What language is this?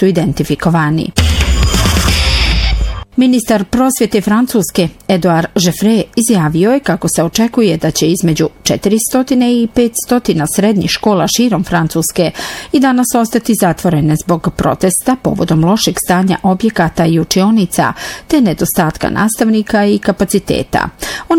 Bosnian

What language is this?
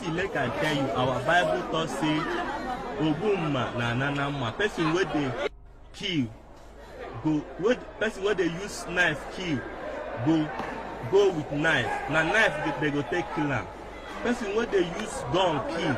Nigerian Pidgin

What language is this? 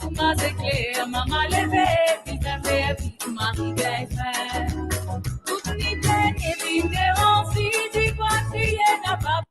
Morisyen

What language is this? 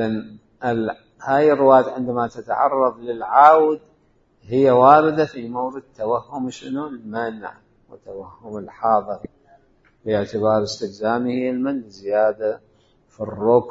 Mesopotamian Arabic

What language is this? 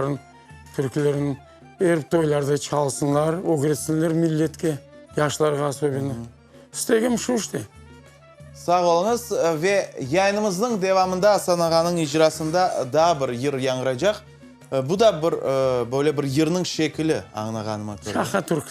Crimean Tatar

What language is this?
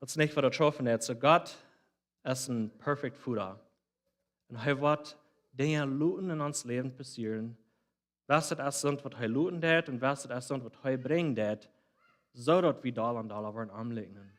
Plautdietsch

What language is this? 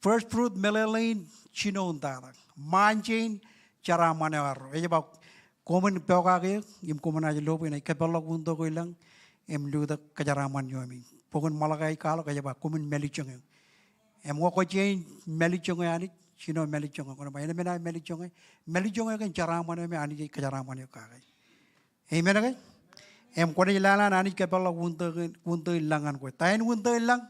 Marshallese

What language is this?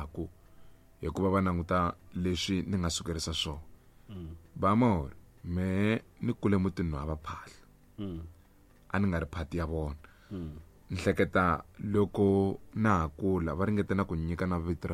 Tsonga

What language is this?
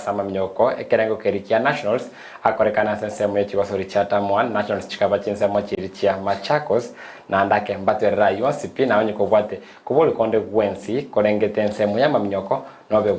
Gusii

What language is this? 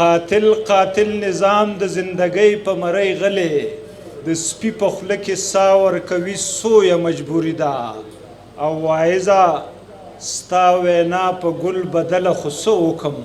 Pashto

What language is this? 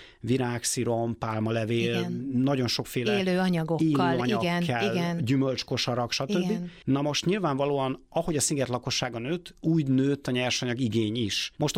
Hungarian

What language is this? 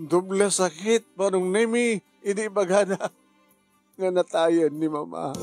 Iloko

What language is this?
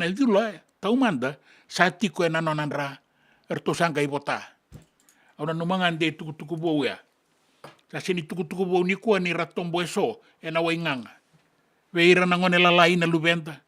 Fijian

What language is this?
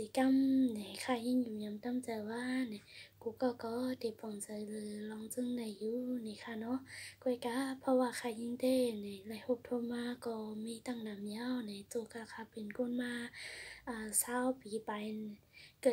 Shan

